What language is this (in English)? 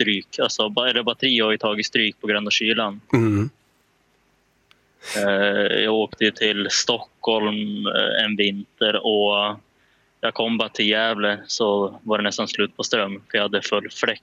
Swedish